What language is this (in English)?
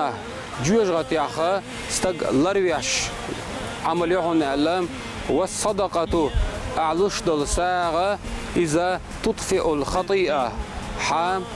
Chechen